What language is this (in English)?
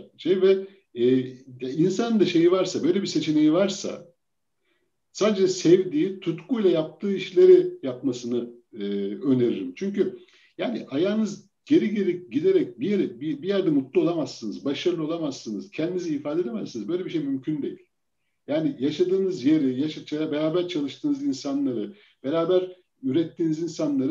Turkish